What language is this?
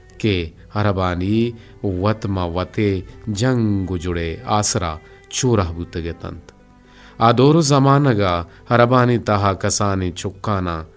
Eastern Balochi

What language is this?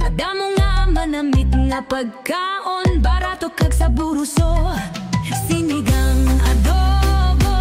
Hiligaynon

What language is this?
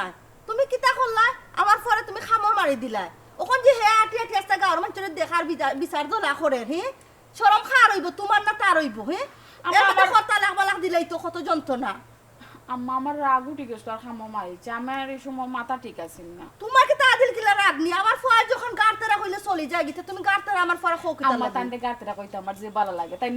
Sylheti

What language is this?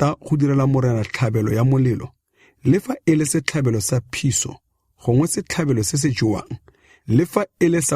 Tswana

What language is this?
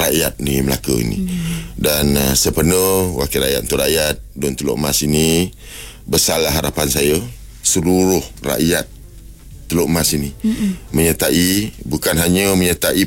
Malay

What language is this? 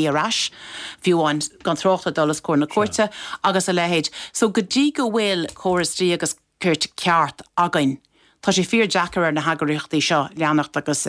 Irish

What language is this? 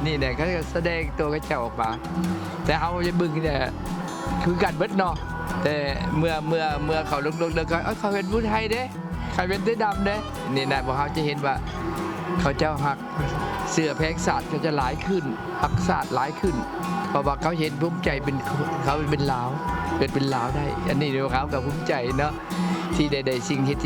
Lao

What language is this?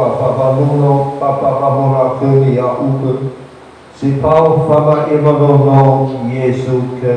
Nias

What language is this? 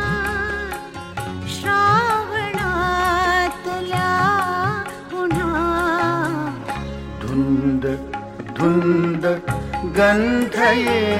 Marathi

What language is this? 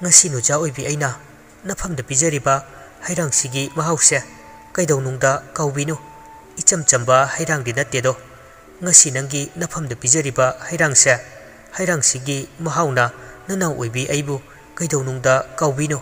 Manipuri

